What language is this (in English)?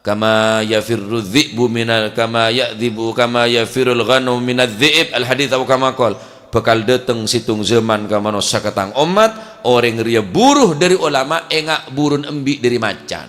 Madurese